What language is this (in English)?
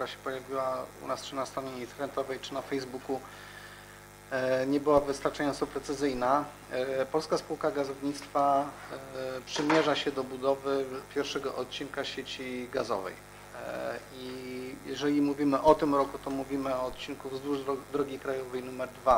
Polish